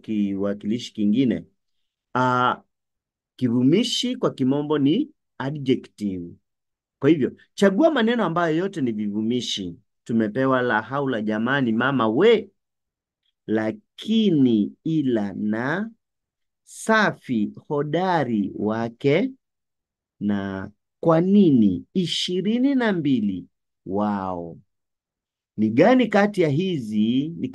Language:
Swahili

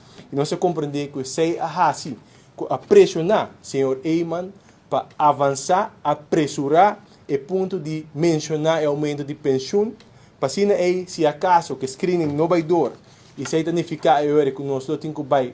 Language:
Papiamento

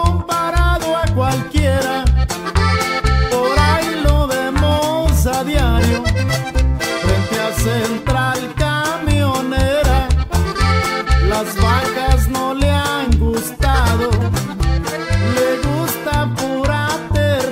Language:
Spanish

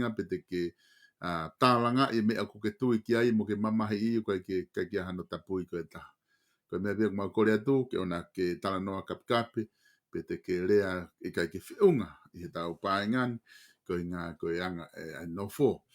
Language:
Tongan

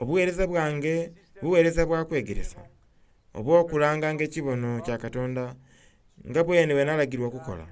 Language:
Soga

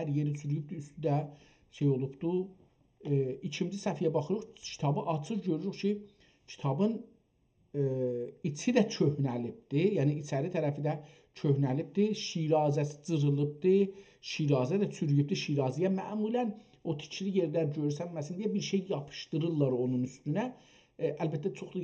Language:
South Azerbaijani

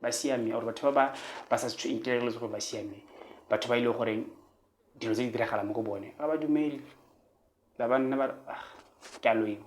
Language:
Tswana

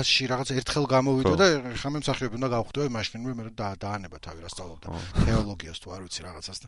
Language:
Georgian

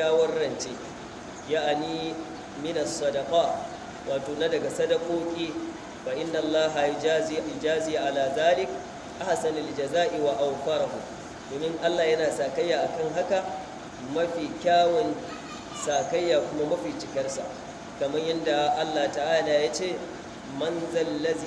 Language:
Hausa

